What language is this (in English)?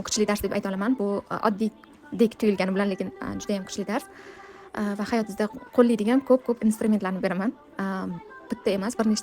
Uzbek